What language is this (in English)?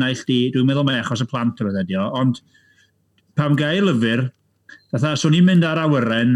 Welsh